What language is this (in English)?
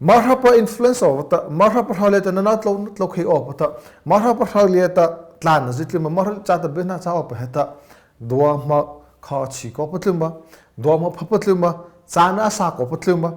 Mara Chin